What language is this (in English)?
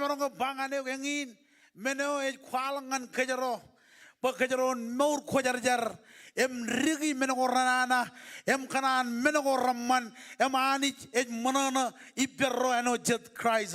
Marshallese